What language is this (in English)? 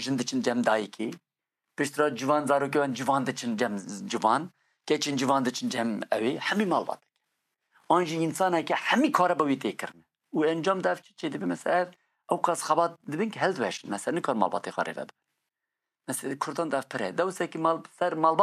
Kurdish